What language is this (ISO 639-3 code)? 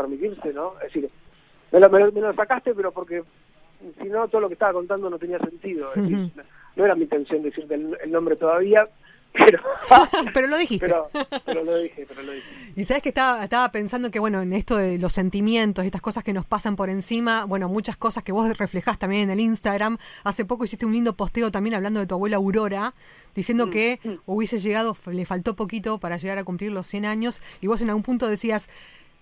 spa